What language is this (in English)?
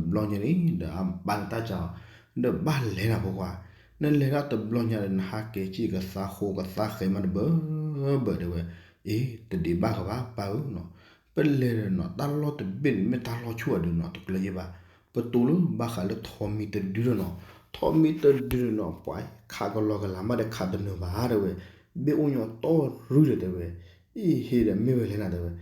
S'gaw Karen